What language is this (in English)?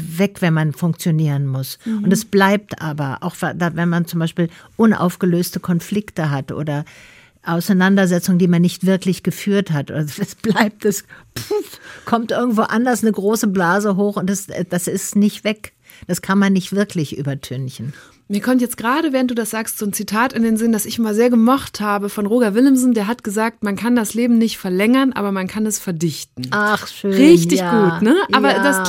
German